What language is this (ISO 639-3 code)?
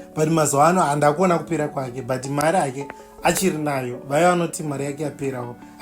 sna